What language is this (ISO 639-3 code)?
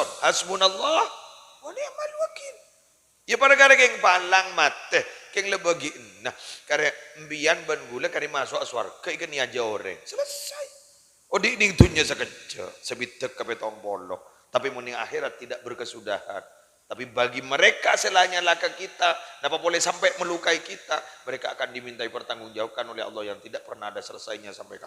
mad